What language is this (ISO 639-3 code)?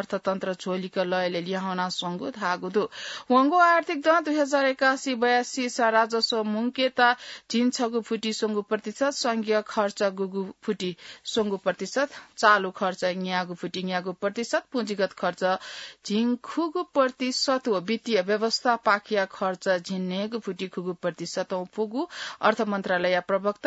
new